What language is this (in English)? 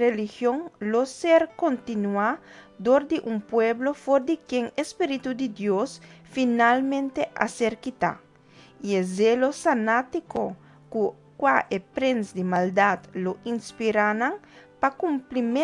Papiamento